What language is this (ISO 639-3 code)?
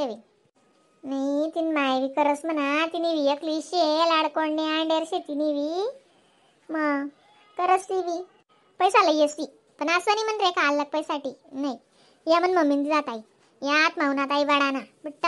khn